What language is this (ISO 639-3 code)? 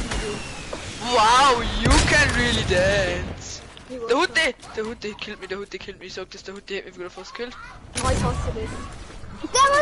bar